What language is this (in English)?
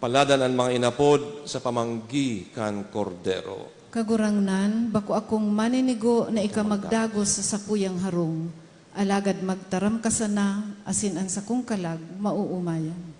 Bikol